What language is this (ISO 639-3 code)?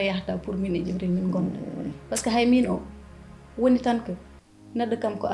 ful